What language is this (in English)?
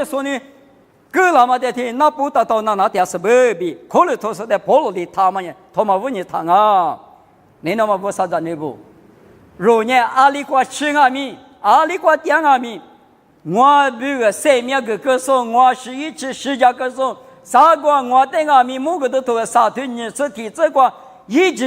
Lisu